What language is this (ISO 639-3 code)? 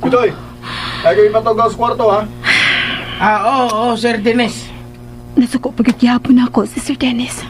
ceb